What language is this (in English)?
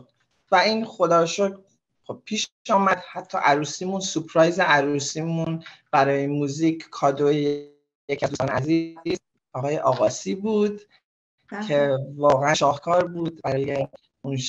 Persian